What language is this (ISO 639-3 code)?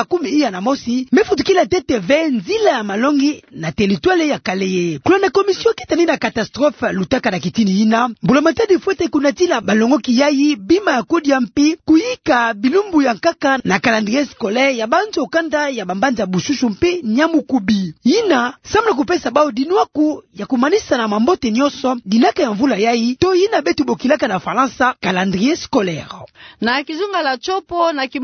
ktu